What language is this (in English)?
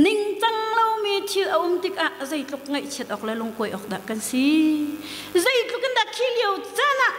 Hakha Chin